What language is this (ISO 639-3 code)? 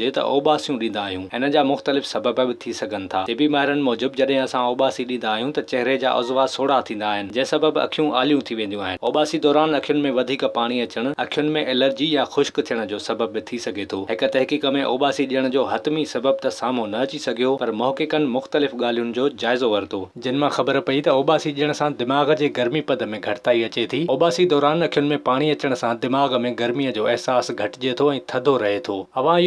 snd